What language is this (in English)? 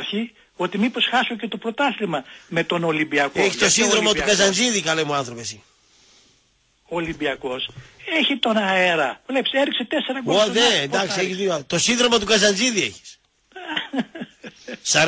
Greek